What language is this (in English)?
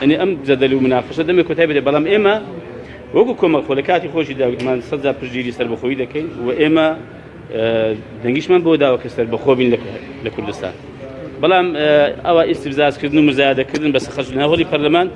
Central Kurdish